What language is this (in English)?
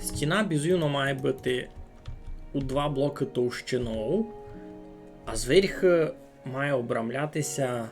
Rusyn